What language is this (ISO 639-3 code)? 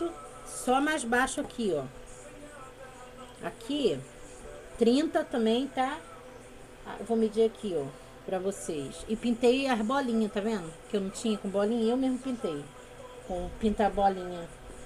por